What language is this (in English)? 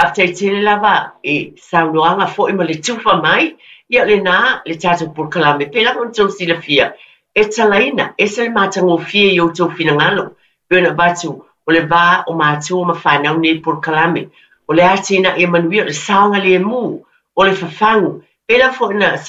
Samoan